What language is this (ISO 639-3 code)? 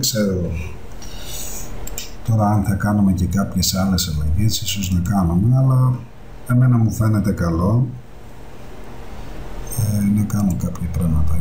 ell